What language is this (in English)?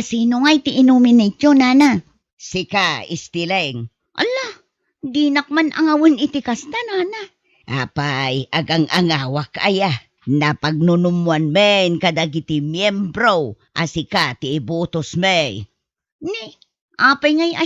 Iloko